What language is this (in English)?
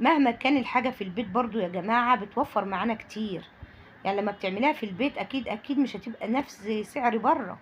Egyptian Arabic